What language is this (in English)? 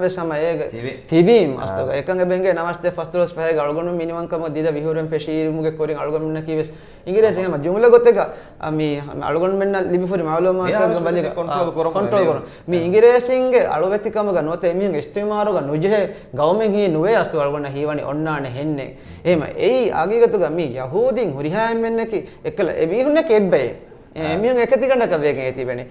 Divehi